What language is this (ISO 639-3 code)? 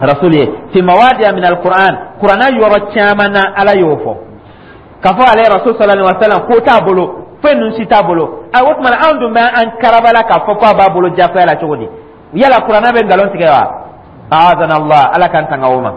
dyu